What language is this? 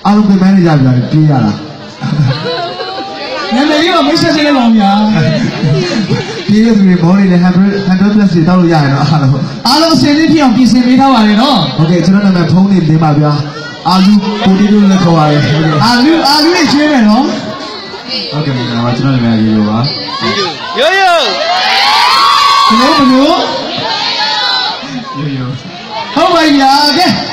Burmese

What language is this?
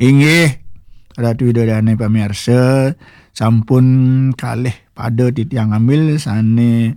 Balinese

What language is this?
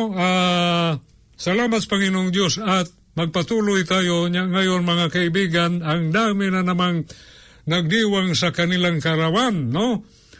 Filipino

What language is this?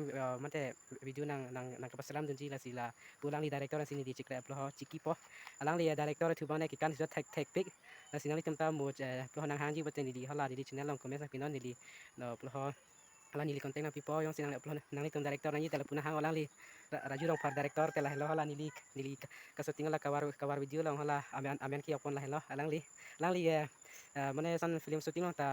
Karbi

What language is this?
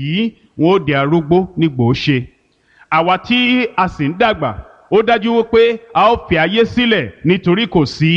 Yoruba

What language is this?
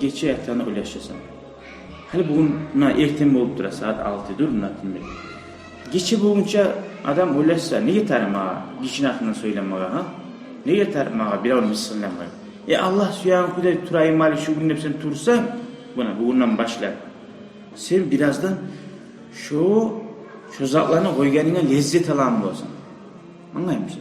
Kumyk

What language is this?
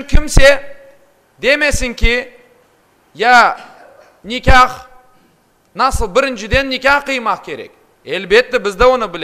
Crimean Tatar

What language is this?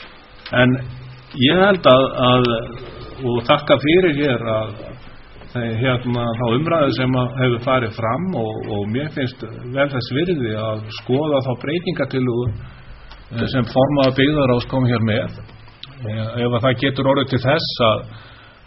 Icelandic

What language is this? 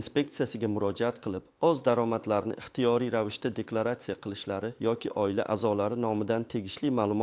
Uzbek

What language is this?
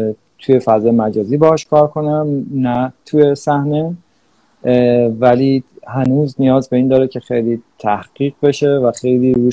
Persian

